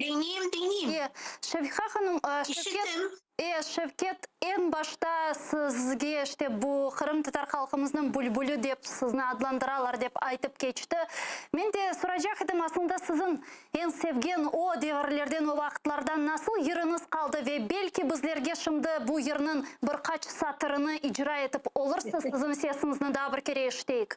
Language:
Crimean Tatar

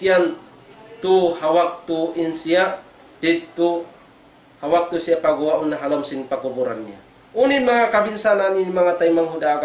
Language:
Tausug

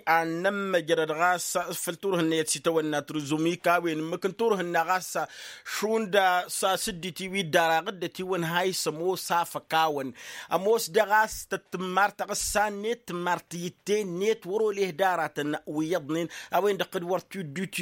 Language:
Tamasheq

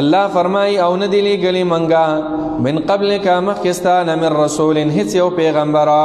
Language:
Pashto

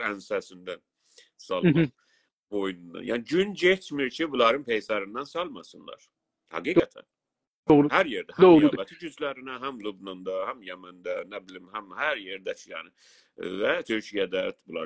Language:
South Azerbaijani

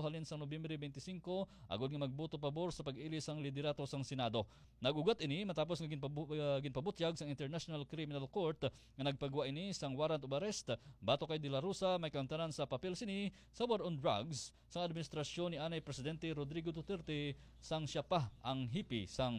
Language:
Hiligaynon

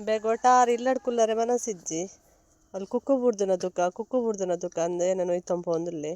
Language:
Tulu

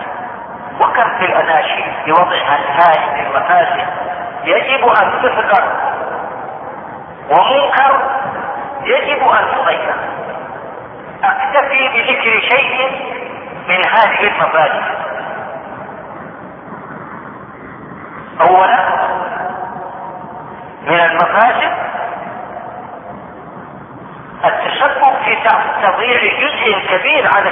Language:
Arabic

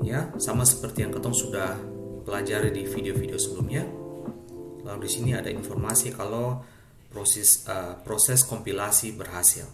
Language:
Ambonese Malay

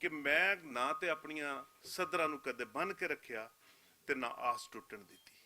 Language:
Western Panjabi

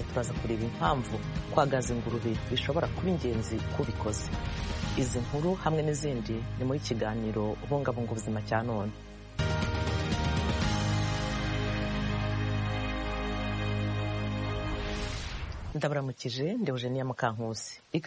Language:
Kinyarwanda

